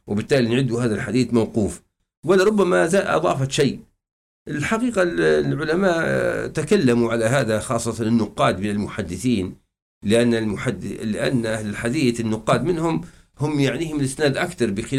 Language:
Arabic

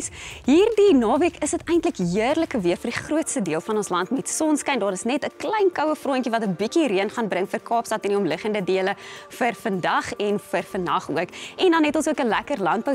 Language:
Afrikaans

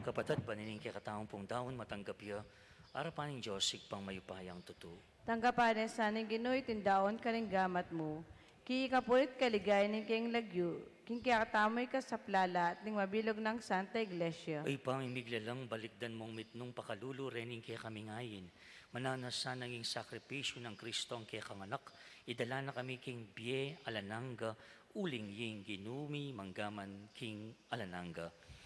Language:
Pampanga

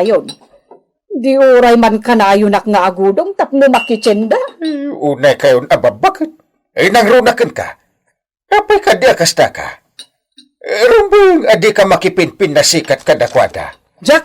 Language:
Iloko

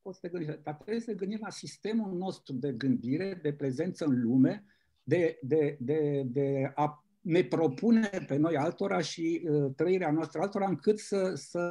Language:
Romanian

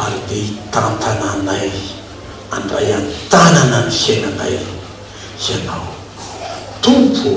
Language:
Malagasy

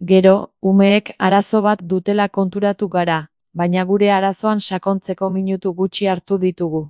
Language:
Basque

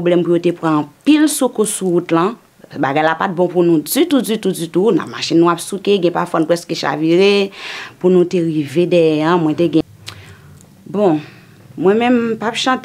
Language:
Haitian Creole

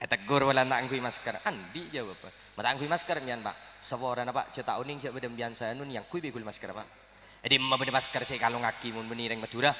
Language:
Madurese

